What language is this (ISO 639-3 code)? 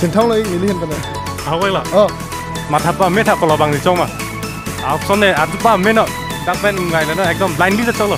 mjw